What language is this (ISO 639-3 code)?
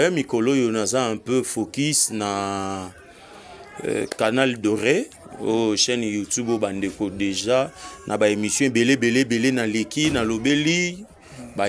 lin